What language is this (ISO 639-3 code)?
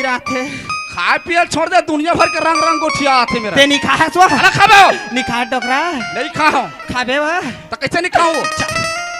hne